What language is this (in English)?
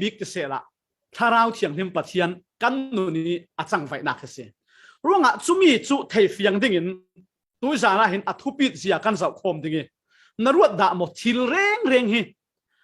Falam Chin